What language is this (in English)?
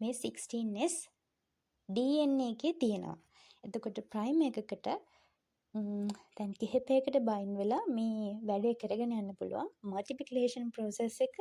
Sinhala